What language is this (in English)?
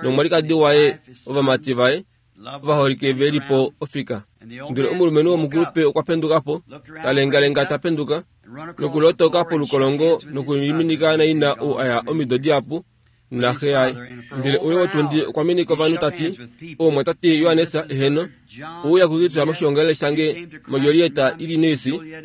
Kuanyama